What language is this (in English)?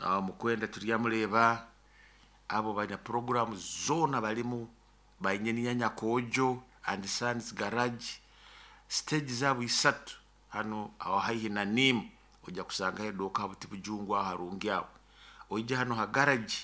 Nyoro